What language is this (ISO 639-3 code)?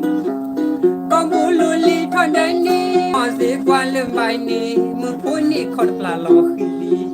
ksw